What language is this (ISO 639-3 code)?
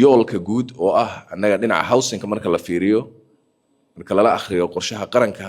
som